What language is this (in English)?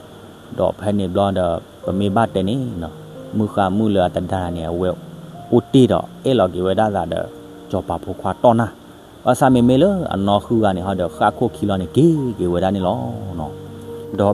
S'gaw Karen